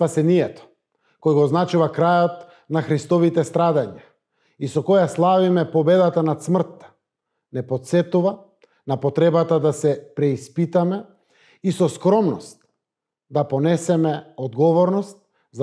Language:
Macedonian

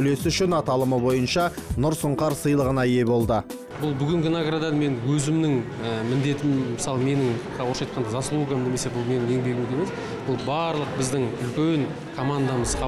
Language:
Kazakh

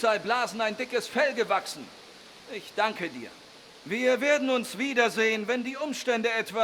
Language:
Bavarian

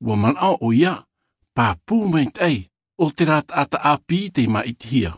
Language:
Tahitian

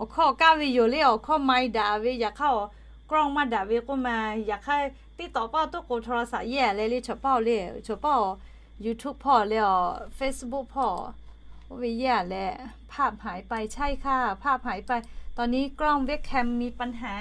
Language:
Lahu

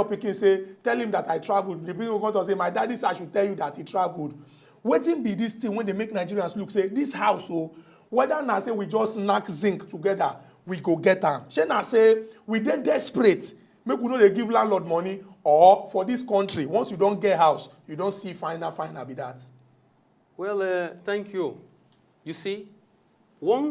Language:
Nigerian Pidgin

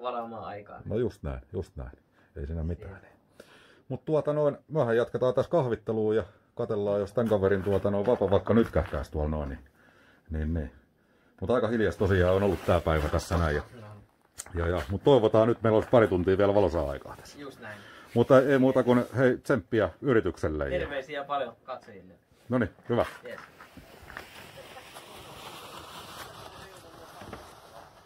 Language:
Finnish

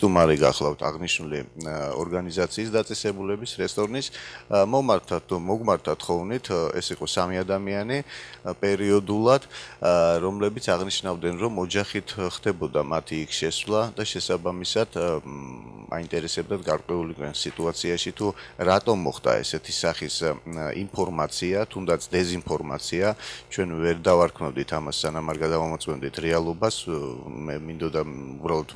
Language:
Georgian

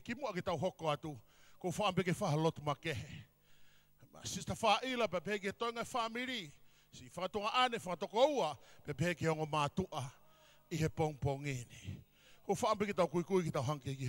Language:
Tongan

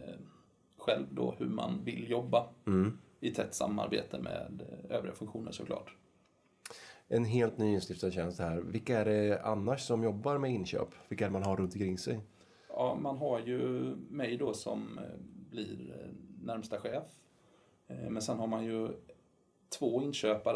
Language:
Swedish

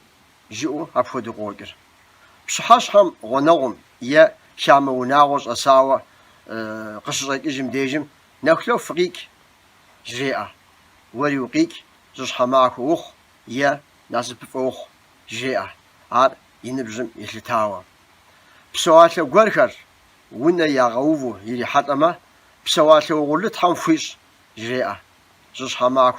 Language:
Kabardian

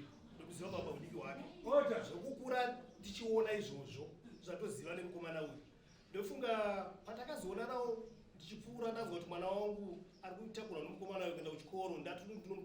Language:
Shona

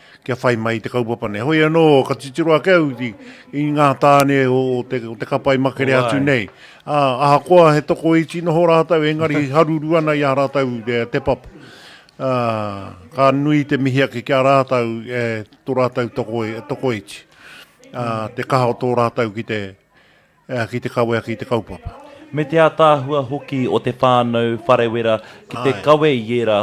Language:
Māori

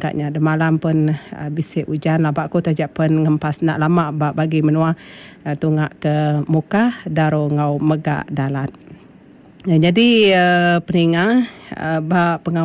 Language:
Iban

